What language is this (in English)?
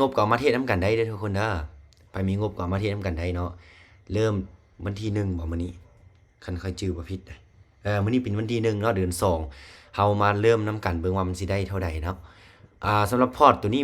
Lao